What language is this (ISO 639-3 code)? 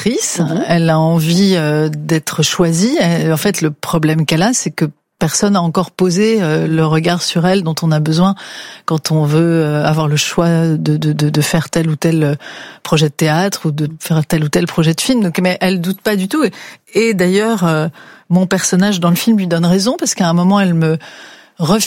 fra